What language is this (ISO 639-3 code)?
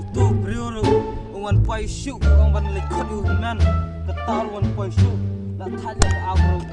kha